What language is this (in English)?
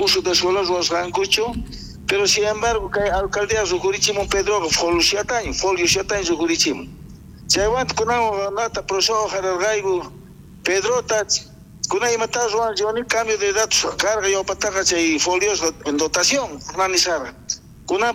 South Bolivian Quechua